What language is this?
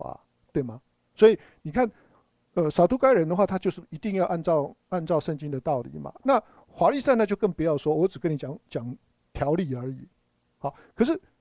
Chinese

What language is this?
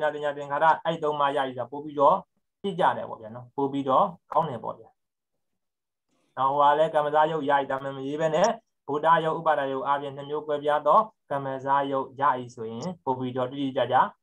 Burmese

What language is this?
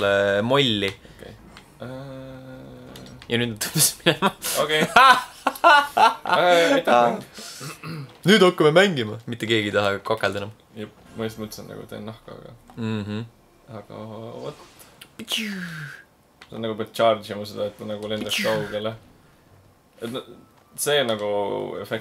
Estonian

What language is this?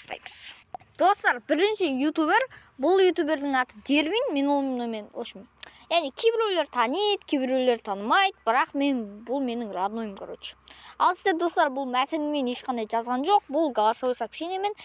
Kazakh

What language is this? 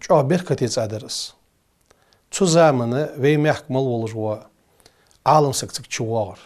Ingush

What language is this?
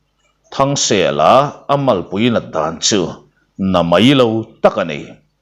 Mizo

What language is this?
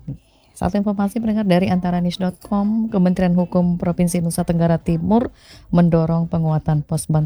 Indonesian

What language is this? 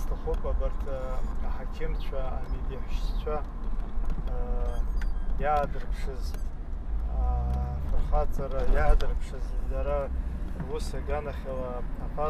Abkhazian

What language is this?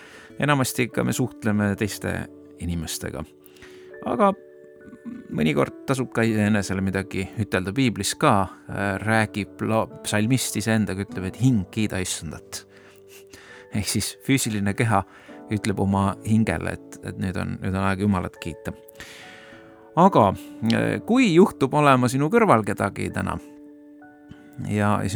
Estonian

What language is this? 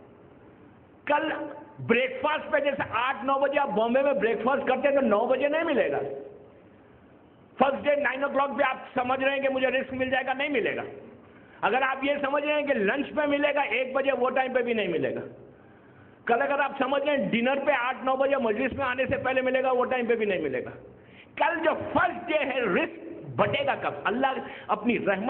Urdu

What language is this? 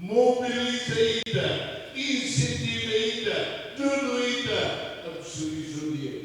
Tetum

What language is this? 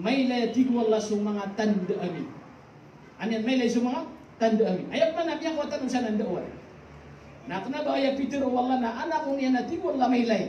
Maranao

